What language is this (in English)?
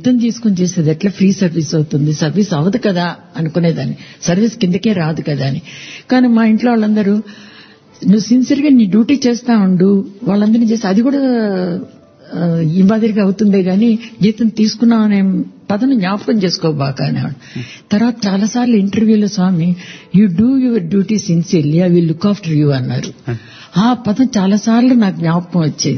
Telugu